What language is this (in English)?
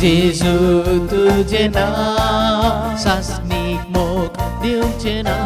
Konkani